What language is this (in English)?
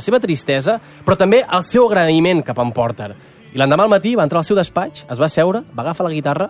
Catalan